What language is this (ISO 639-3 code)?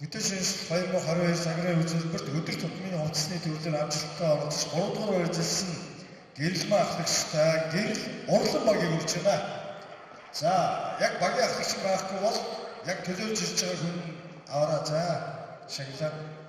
mon